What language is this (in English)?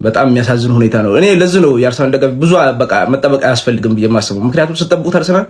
Amharic